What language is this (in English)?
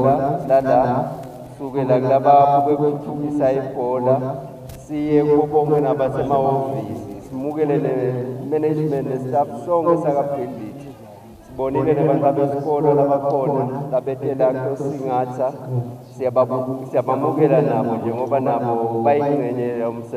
Swati